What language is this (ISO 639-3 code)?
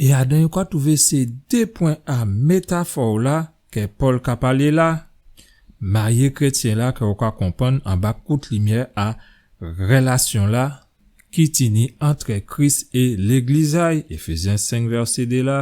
gcf